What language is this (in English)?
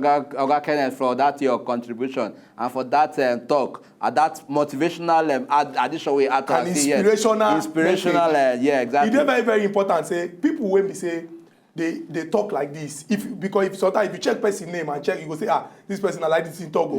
Nigerian Pidgin